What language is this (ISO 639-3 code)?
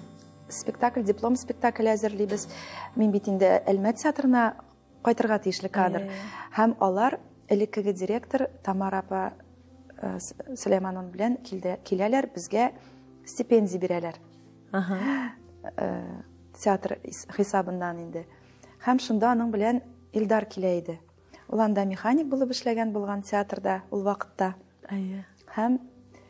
tat